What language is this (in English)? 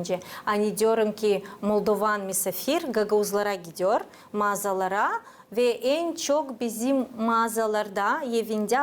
Gagauz